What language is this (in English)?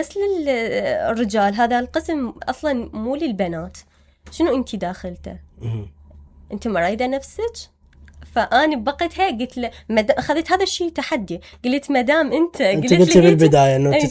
Mesopotamian Arabic